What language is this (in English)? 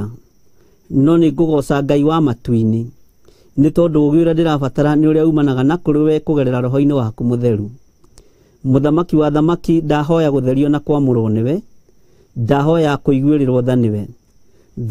Kikuyu